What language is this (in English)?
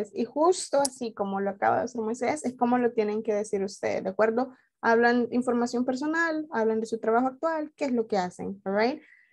Spanish